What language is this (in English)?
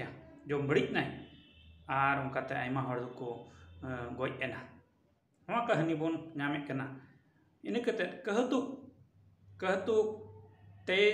Santali